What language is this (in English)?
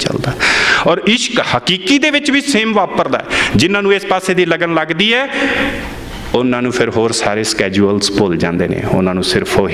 Punjabi